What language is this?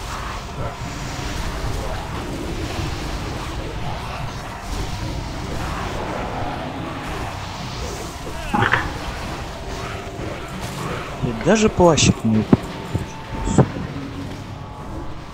Russian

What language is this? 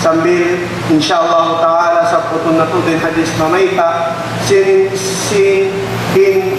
Tausug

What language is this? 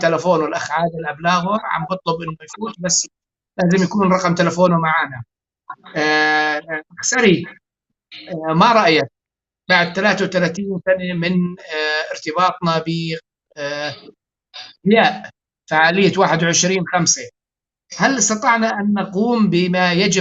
North Levantine Arabic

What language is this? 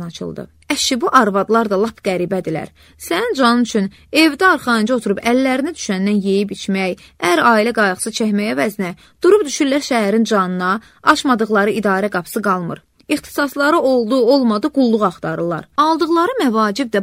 Azerbaijani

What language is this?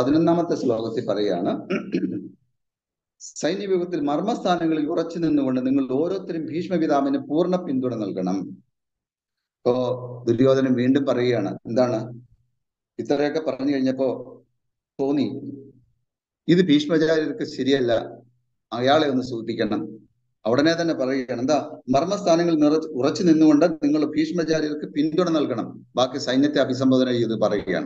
Malayalam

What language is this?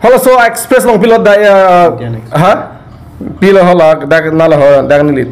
Karbi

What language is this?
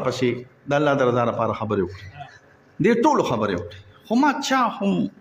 Pashto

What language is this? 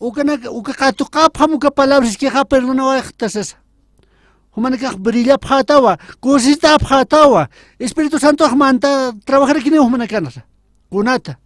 Aymara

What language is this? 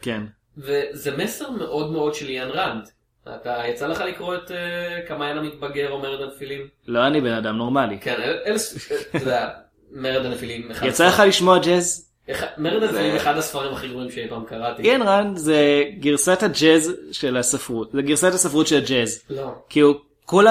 Hebrew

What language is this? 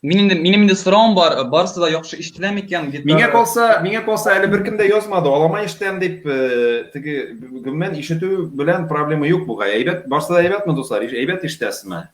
Tatar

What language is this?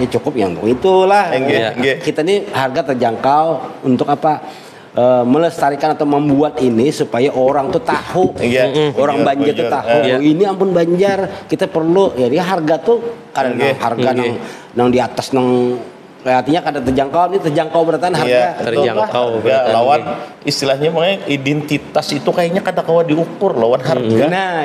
Banjar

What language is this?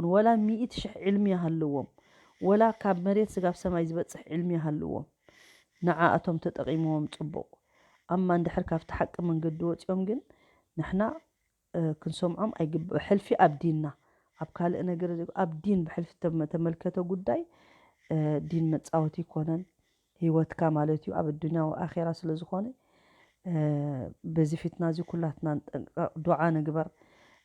Tigrinya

